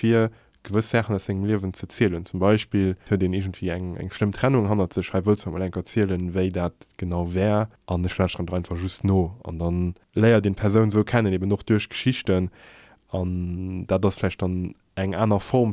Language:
Luxembourgish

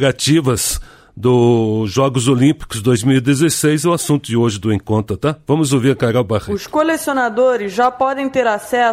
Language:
Portuguese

